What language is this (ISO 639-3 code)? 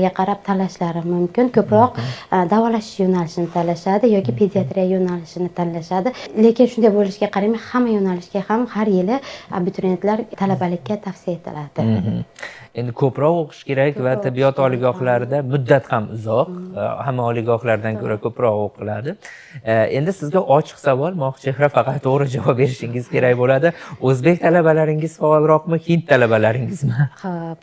uzb